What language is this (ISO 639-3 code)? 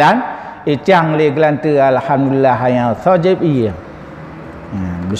ace